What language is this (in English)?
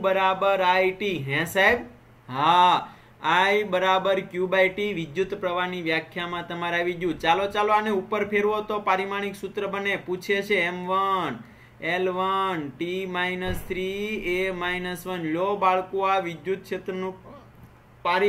Gujarati